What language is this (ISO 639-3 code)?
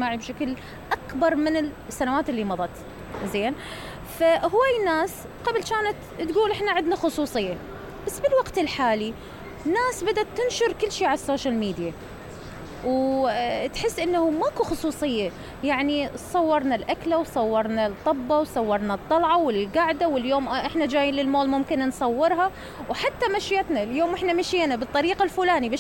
acm